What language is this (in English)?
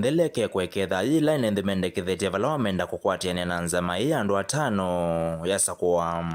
Kamba